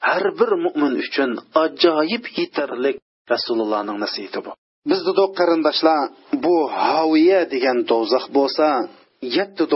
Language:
Uyghur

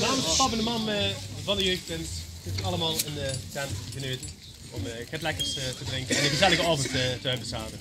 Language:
Limburgish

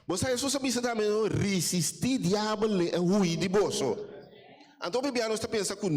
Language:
Papiamento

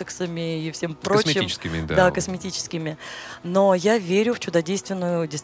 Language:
Russian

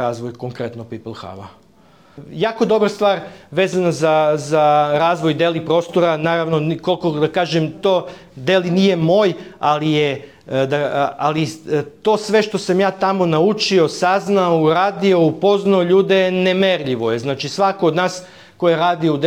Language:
Serbian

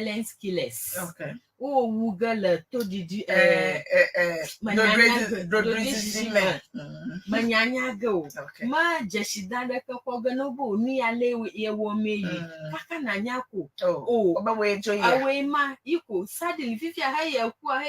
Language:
Ewe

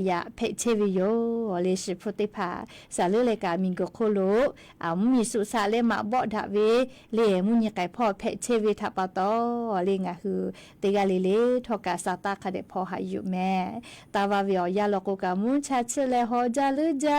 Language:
Lahu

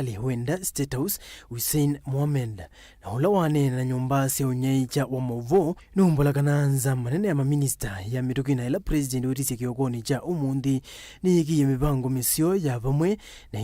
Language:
Kamba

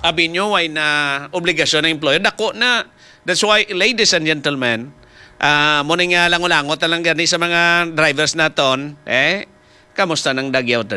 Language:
Hiligaynon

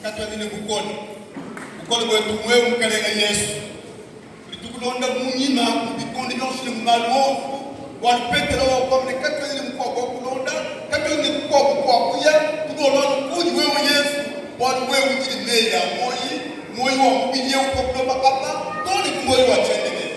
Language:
Luba-Lulua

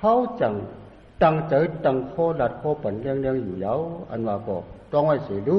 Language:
Shan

